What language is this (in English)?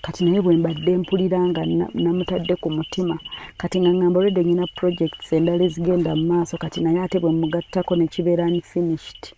Ganda